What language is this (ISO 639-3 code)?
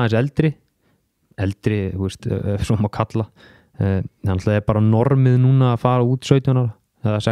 isl